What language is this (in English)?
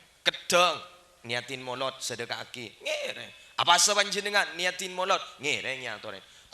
Madurese